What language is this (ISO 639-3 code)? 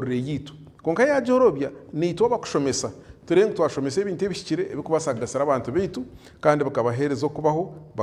nyn